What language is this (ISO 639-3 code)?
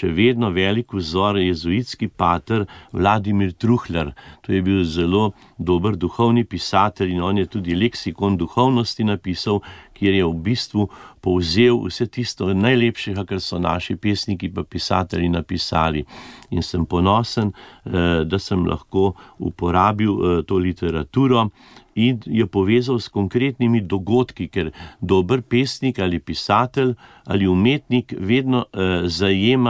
slv